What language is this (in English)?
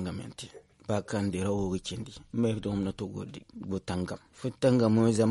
Zarma